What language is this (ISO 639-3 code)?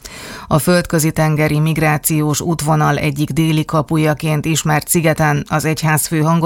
hun